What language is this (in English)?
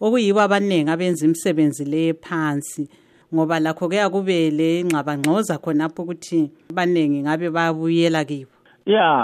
North Ndebele